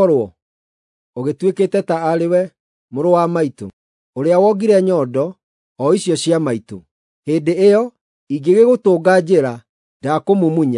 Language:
Kikuyu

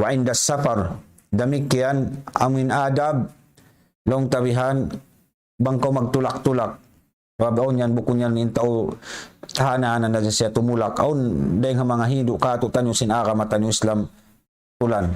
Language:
Tausug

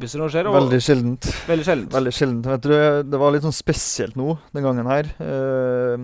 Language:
Norwegian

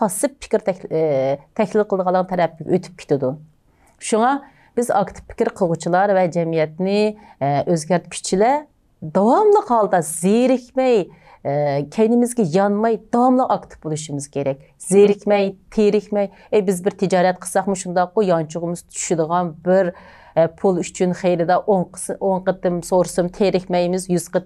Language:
Uyghur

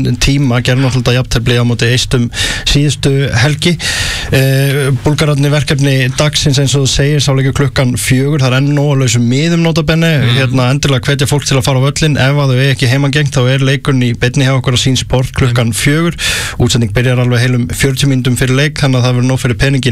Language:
Icelandic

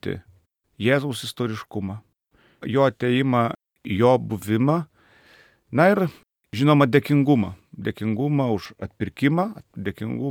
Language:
Lithuanian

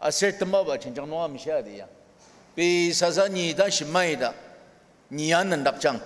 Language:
Ao Naga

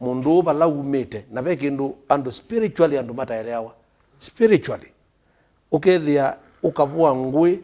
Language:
Kamba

